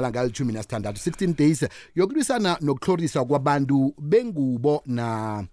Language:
South Ndebele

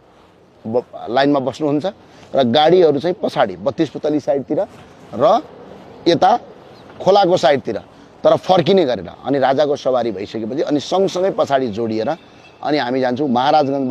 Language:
Nepali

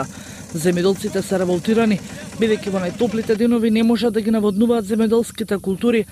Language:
Macedonian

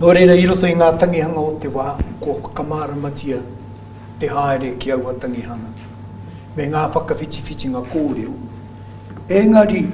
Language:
Māori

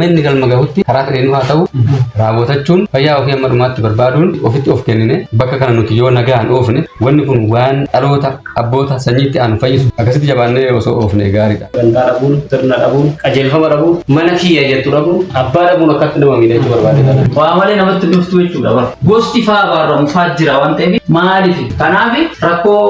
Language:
Oromo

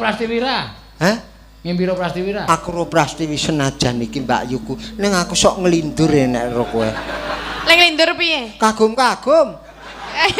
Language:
Javanese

